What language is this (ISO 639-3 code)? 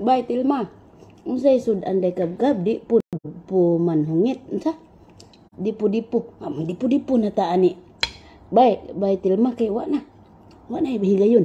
ceb